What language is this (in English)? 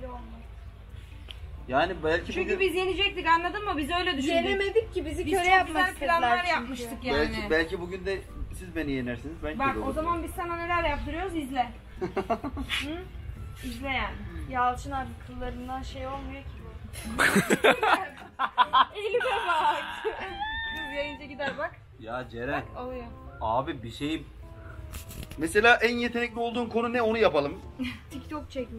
Turkish